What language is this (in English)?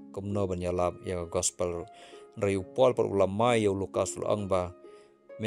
Khasi